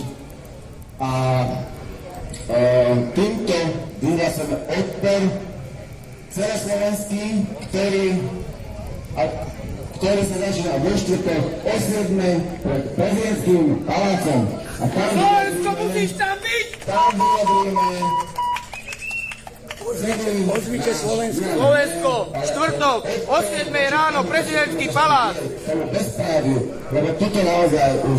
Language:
Slovak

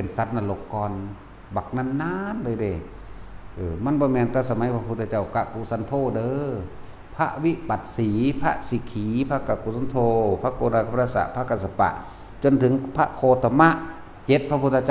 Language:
Northeastern Thai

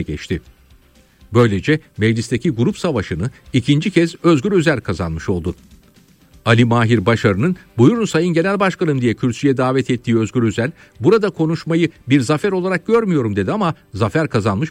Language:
Turkish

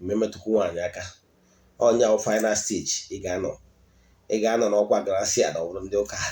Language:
Igbo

